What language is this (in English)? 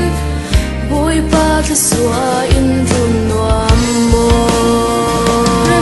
Falam Chin